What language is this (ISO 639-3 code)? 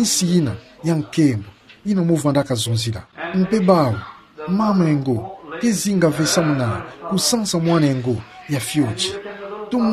ktu